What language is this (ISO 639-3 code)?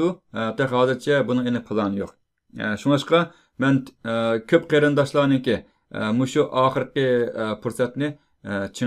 uig